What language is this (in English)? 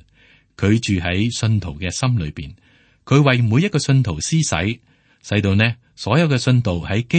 Cantonese